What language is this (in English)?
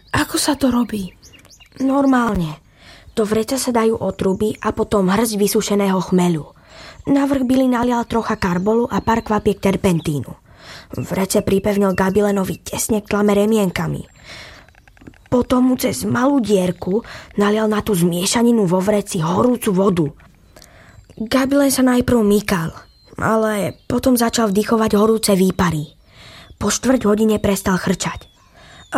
Slovak